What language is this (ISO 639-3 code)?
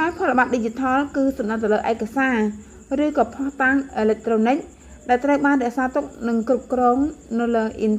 khm